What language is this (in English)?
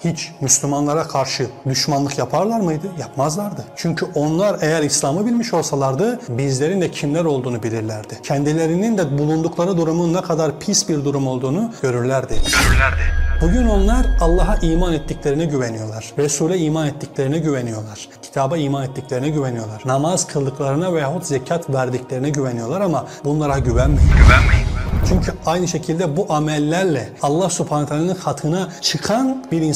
Turkish